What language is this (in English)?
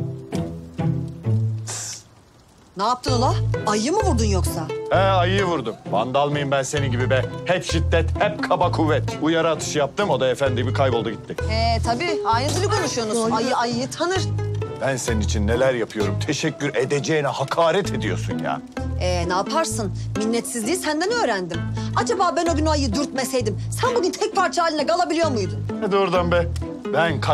Turkish